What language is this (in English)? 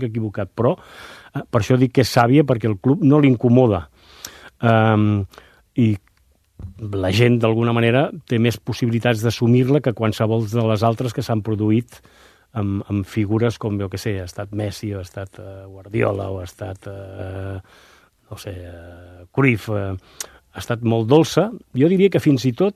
Catalan